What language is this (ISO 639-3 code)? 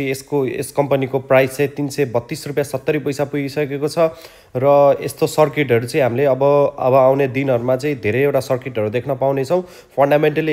nep